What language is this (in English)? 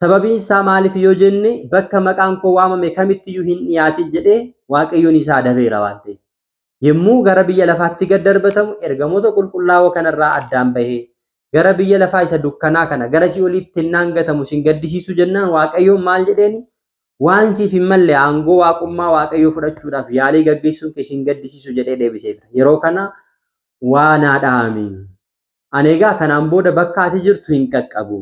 Oromo